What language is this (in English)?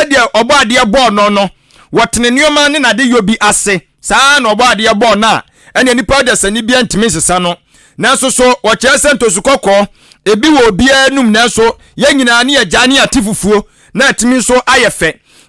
Akan